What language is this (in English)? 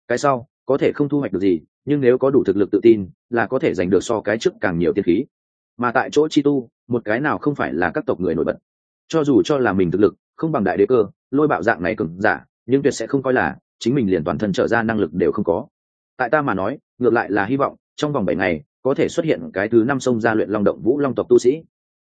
Vietnamese